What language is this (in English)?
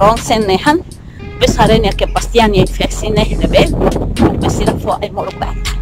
Tetum